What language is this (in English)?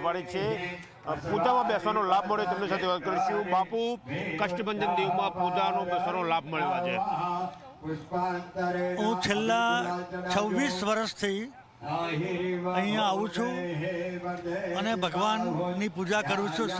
Gujarati